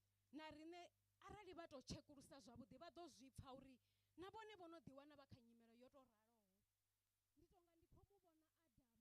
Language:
Venda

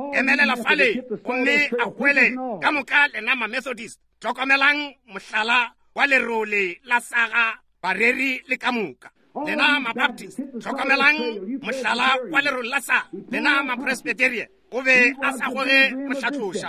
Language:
Northern Sotho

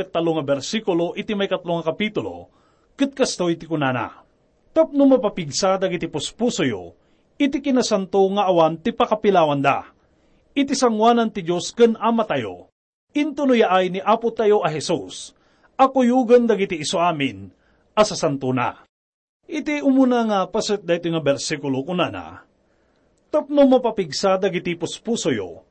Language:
Iloko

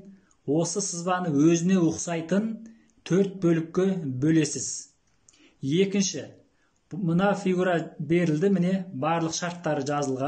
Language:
Kazakh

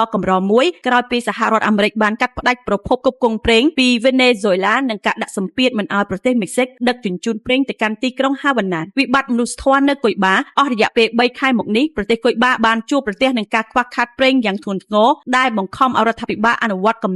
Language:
Khmer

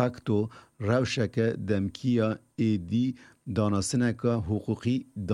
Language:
Kurdish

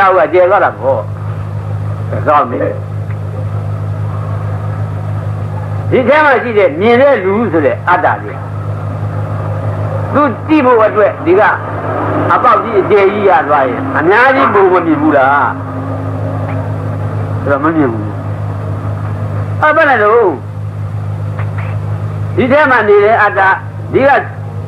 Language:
Burmese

